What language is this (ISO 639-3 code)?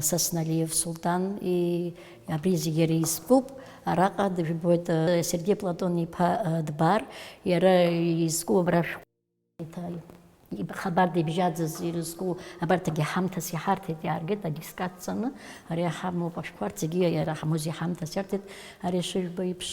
abk